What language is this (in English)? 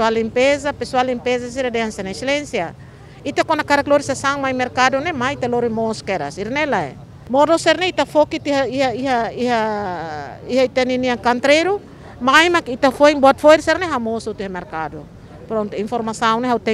Tetum